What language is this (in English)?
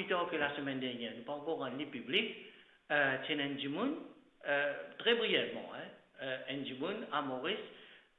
Morisyen